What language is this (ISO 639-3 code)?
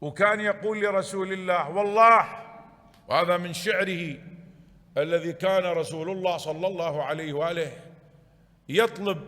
acm